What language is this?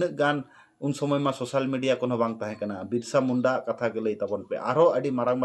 Santali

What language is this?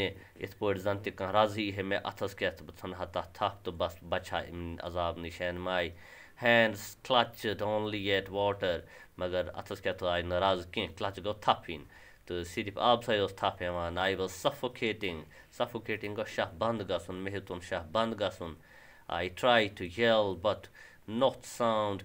Kashmiri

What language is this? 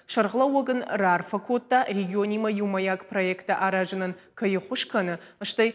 Ossetic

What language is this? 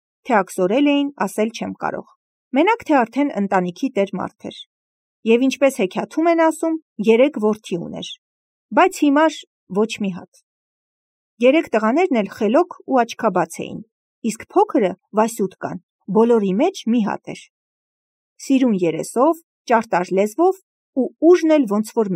Armenian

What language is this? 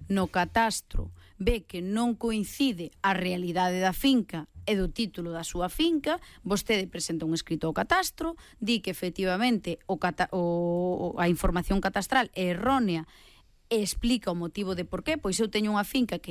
Galician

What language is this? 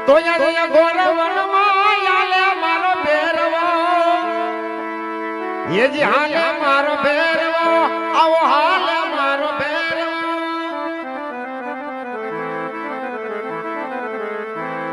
Gujarati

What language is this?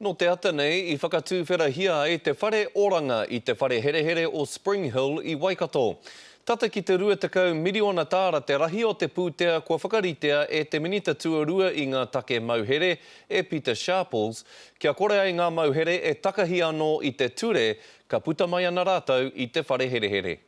Māori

